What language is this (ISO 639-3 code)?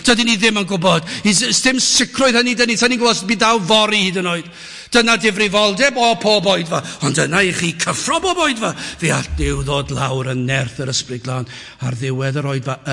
cym